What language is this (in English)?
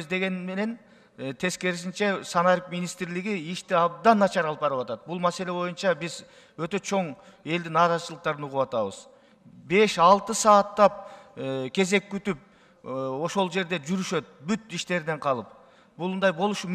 Kyrgyz